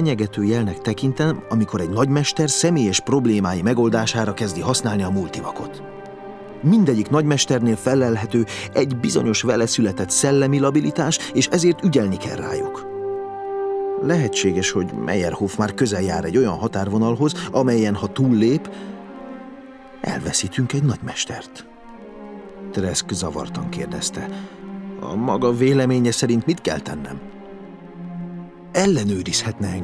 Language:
Hungarian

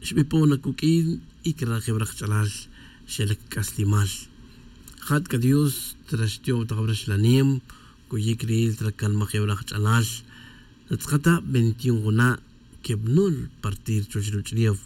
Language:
Tz'utujil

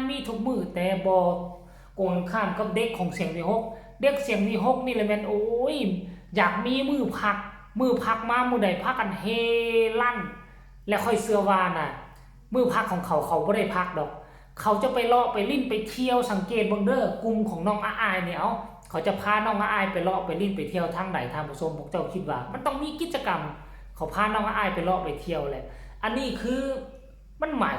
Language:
Lao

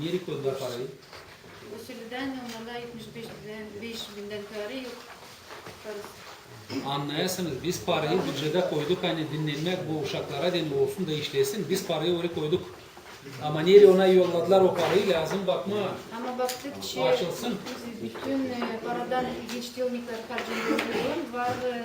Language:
Gagauz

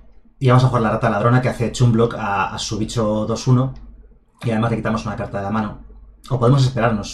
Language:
Spanish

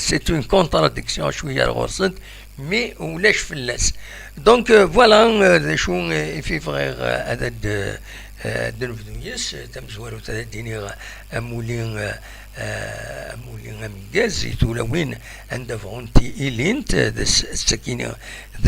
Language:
Kabyle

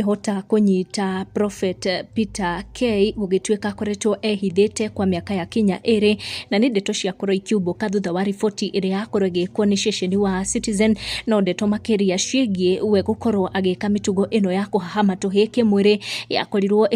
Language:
Kikuyu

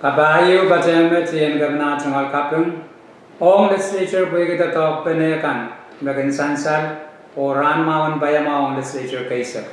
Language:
Pohnpeian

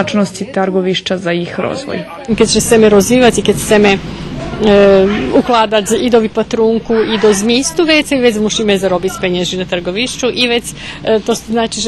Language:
Rusyn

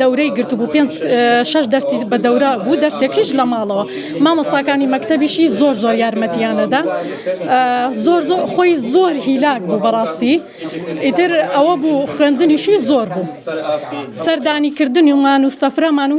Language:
Central Kurdish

